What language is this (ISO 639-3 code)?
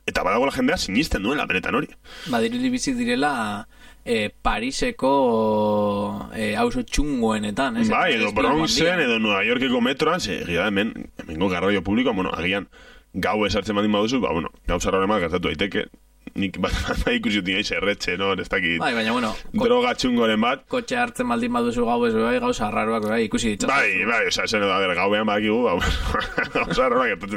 eus